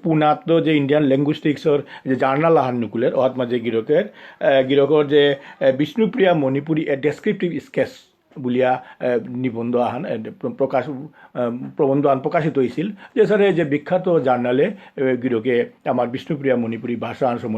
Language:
Bishnupriya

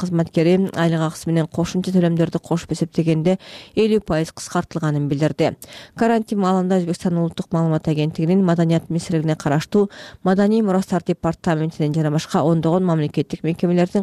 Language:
Kyrgyz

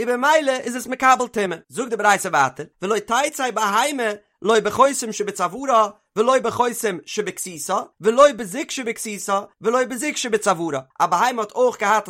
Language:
Yiddish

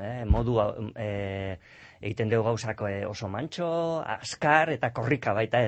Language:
Basque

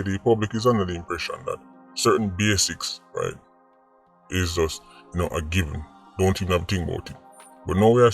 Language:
Jamaican Creole English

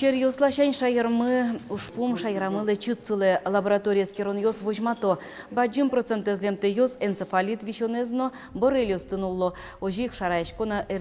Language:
Udmurt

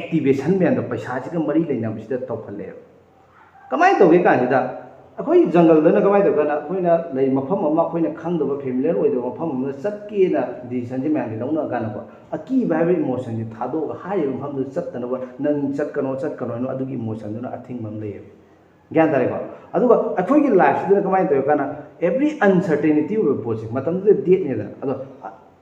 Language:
Manipuri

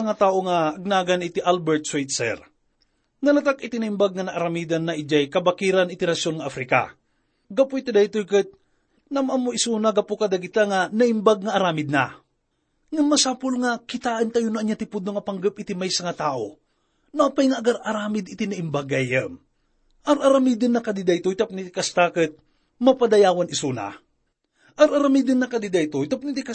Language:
Iloko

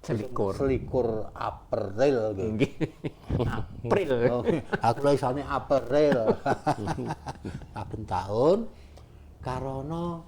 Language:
Javanese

